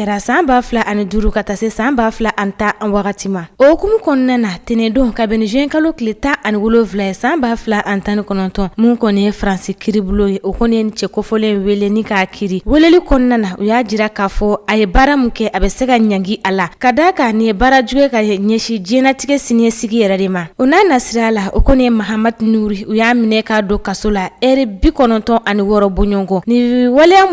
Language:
Bambara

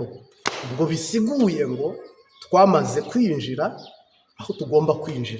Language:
Kinyarwanda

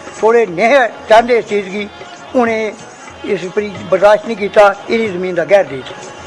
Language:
Dogri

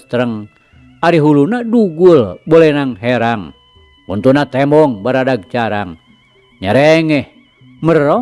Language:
Sundanese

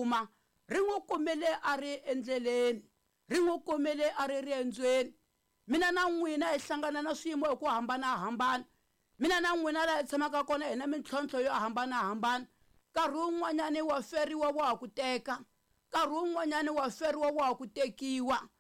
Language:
Tsonga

